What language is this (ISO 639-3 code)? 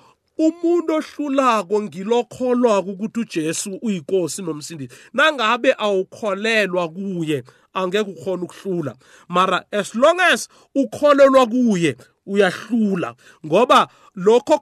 nbl